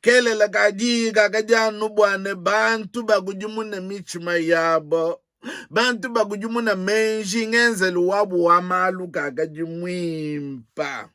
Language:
Luba-Lulua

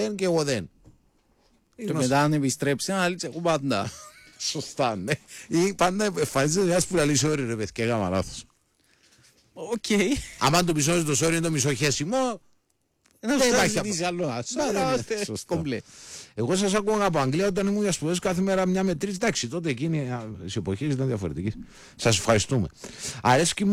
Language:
Greek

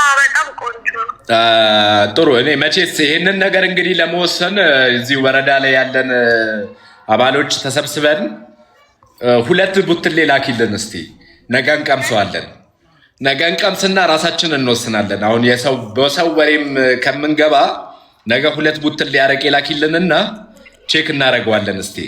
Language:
Amharic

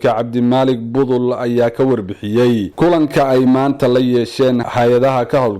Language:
Somali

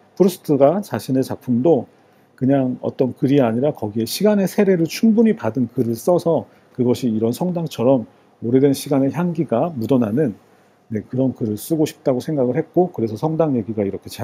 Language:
Korean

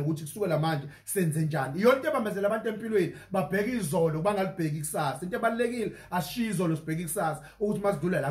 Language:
Zulu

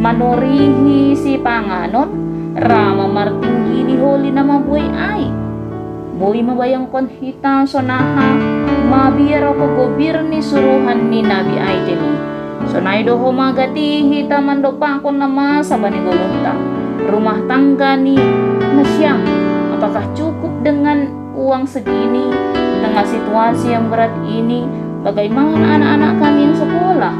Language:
Batak Simalungun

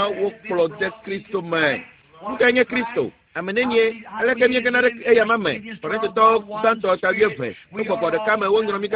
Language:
Ewe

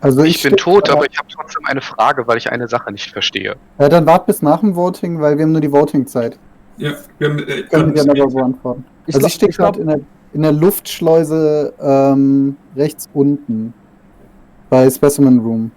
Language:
Swiss German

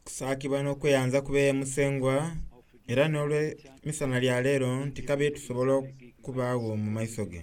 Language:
Soga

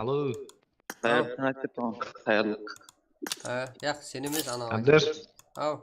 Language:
Kara-Kalpak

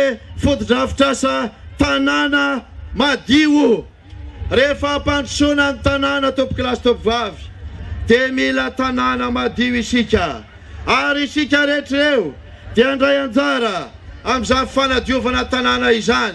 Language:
Malagasy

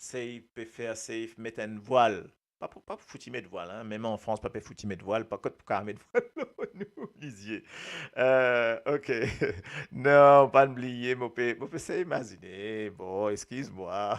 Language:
Morisyen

